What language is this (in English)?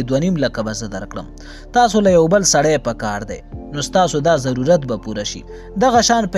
Pashto